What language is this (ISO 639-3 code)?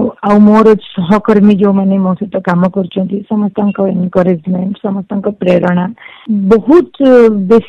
ori